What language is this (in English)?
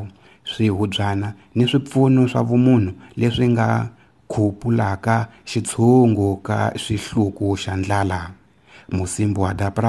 Tsonga